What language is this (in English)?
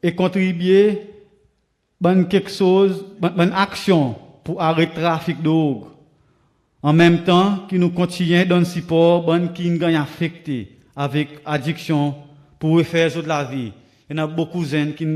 Seselwa Creole French